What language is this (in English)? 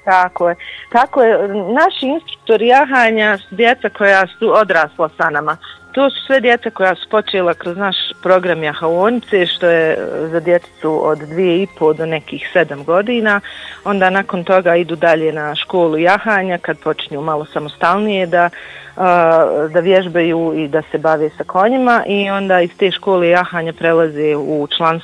Bosnian